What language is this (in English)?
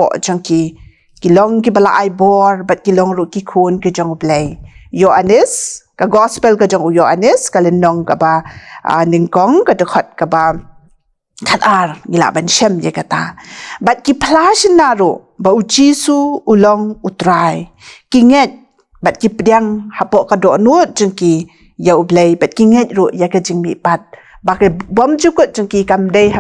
Khasi